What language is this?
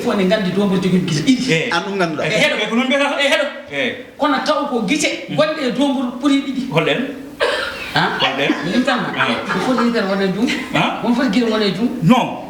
Fula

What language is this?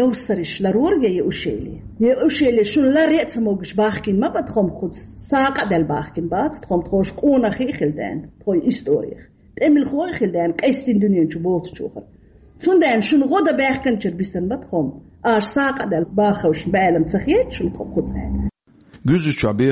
Chechen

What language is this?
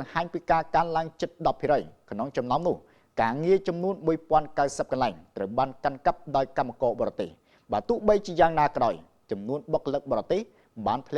Khmer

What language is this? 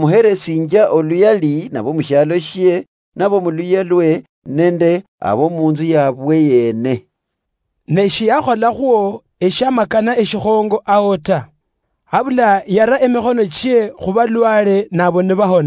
Luyia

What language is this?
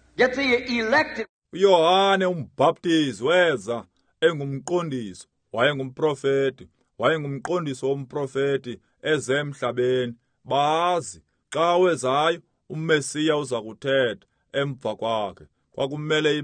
Xhosa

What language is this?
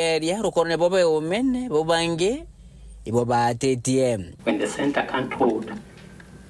Meru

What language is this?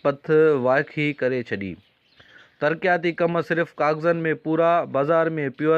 Sindhi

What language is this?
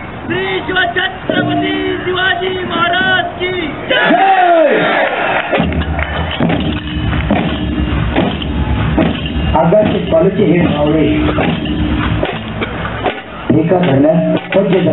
Marathi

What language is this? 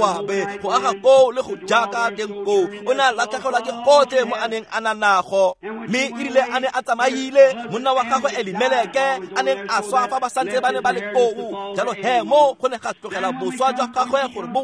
Tswana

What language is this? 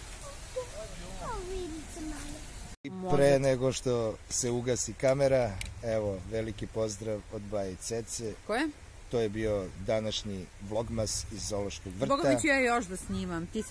Serbian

